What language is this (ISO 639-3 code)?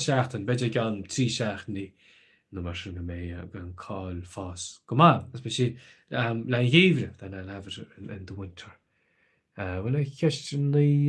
gle